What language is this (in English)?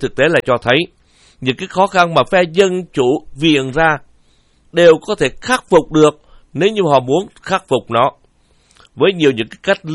Vietnamese